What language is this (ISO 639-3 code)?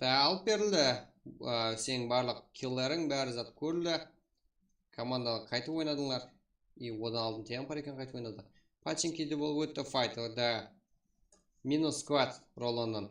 kaa